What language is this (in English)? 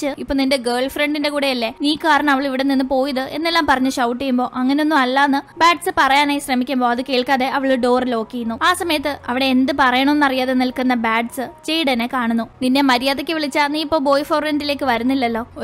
Malayalam